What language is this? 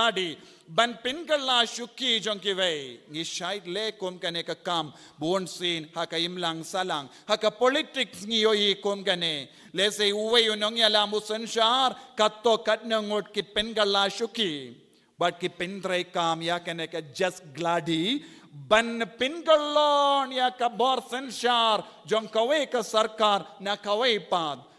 Khasi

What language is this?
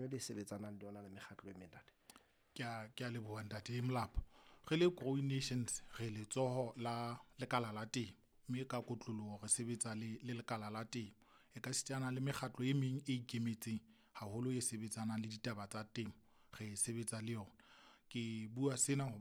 Southern Sotho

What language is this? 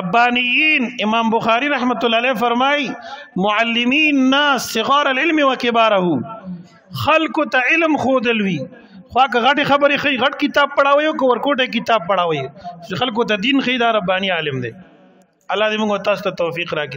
Pashto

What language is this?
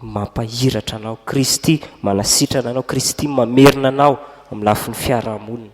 Malagasy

